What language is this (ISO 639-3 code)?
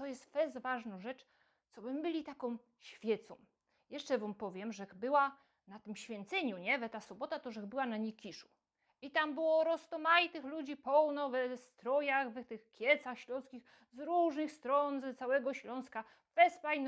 szl